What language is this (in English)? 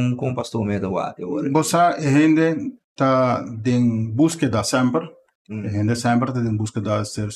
Papiamento